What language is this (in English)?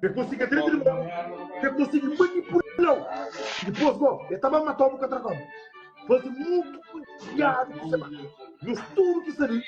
Kabuverdianu